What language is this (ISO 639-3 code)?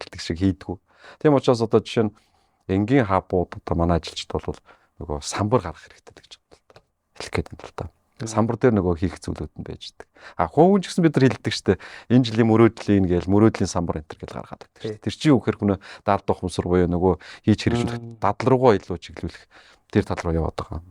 mon